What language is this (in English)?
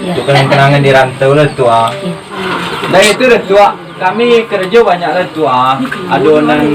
Minangkabau